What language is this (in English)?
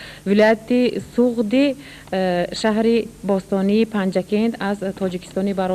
Tajik